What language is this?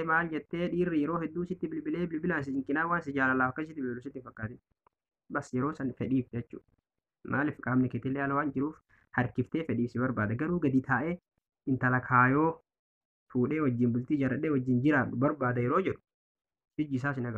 Oromo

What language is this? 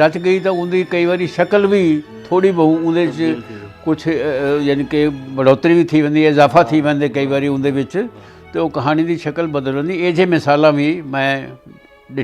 Saraiki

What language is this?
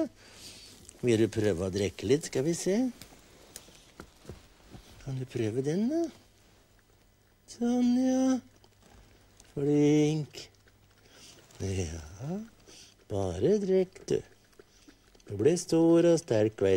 Norwegian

